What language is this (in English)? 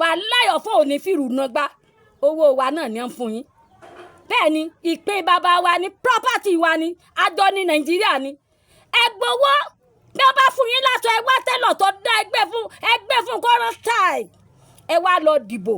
Yoruba